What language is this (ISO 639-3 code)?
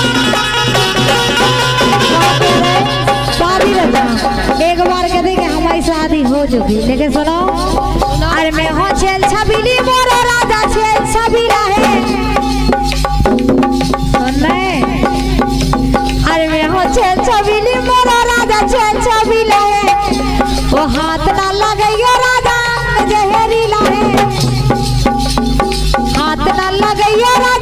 bho